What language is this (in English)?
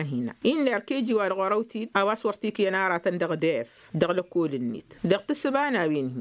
Tamasheq